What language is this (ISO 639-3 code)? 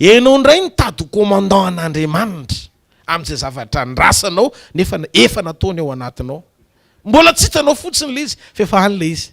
mlg